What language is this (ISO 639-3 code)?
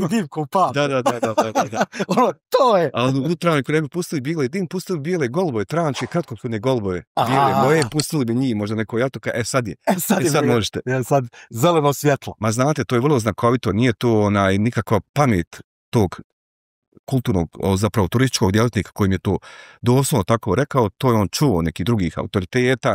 bos